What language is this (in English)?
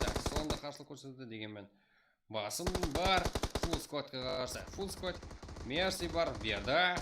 Kara-Kalpak